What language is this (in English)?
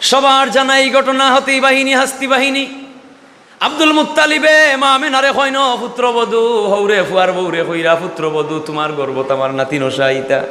Sylheti